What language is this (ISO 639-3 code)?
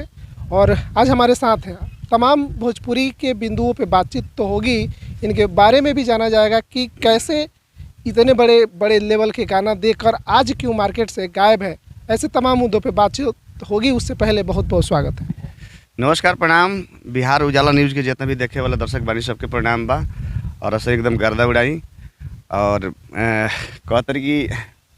bho